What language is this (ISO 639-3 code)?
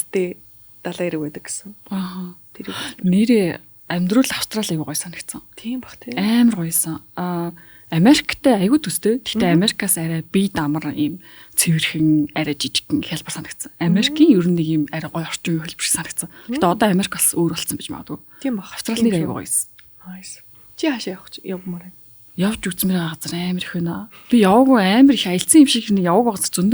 mon